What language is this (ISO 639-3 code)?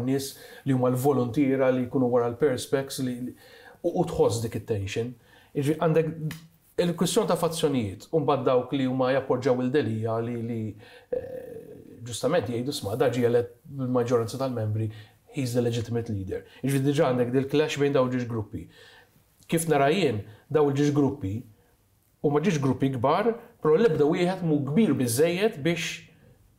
mlt